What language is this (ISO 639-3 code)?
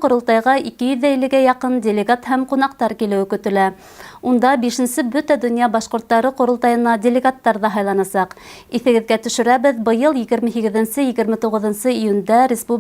bak